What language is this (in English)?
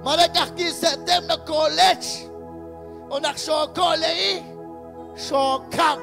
Kekchí